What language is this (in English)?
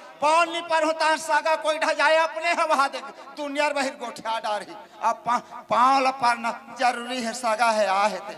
Chhattisgarhi